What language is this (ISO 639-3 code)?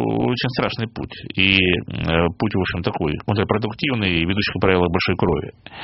rus